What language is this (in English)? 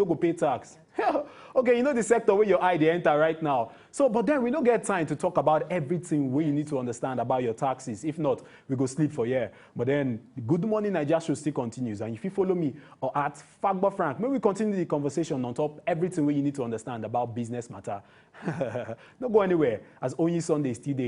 Nigerian Pidgin